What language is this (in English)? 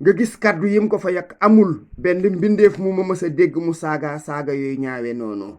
Wolof